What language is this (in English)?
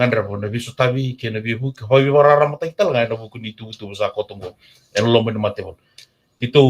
Fijian